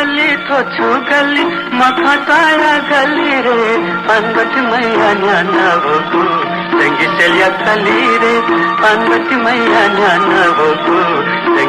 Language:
Newari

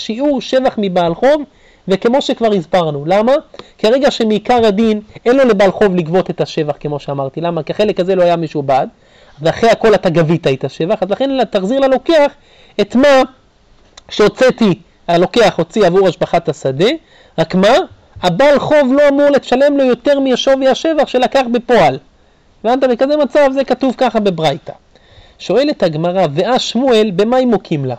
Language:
Hebrew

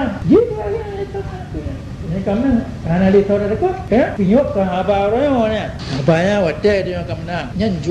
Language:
Achinese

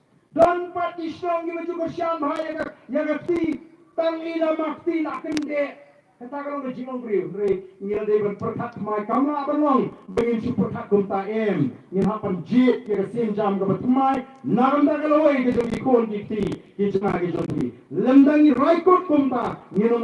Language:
Khasi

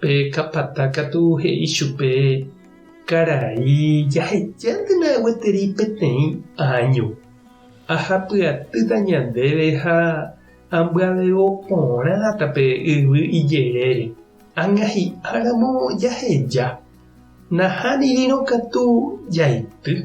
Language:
Guarani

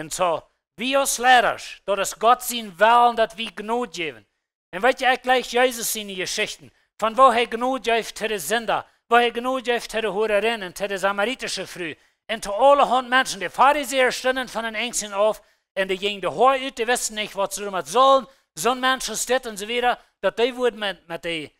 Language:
Plautdietsch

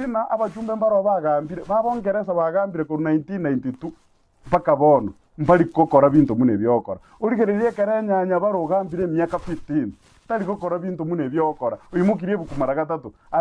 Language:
Gusii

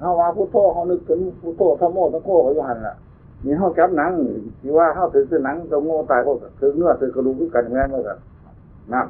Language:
Northeastern Thai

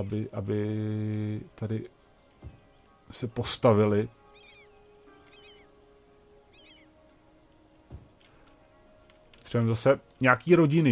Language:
Czech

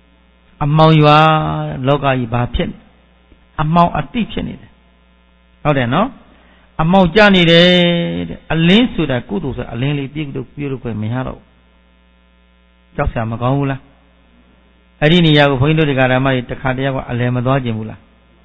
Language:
Burmese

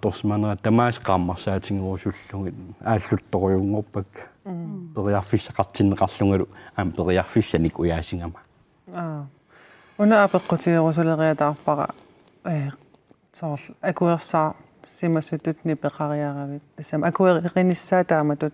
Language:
Kalaallisut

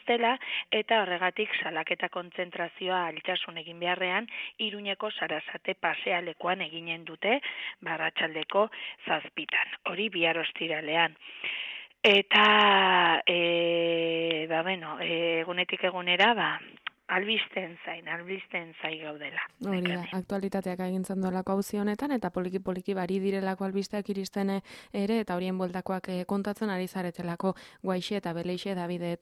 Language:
Basque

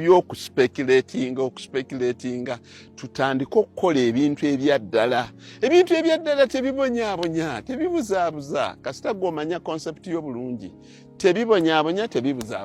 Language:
Ganda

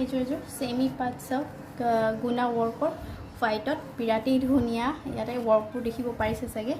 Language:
Assamese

